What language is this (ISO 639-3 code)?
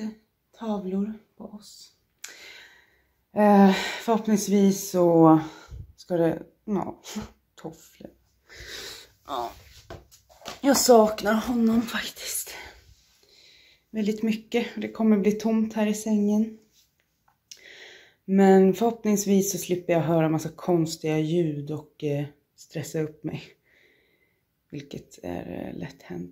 swe